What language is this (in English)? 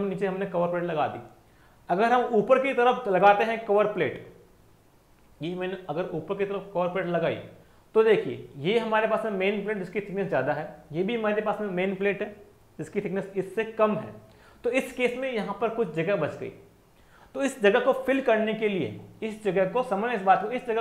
Hindi